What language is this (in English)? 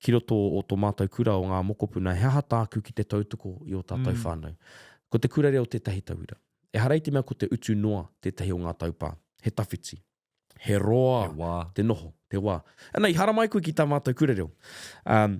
Māori